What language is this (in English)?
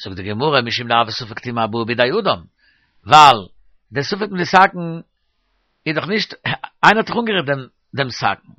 Yiddish